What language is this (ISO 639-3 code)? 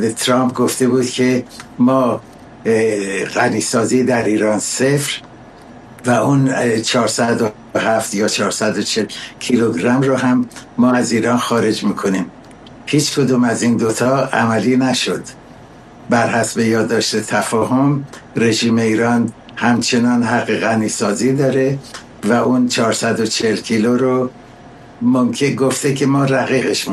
fas